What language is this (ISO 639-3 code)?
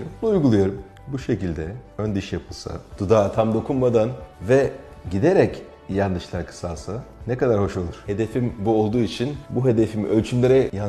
tur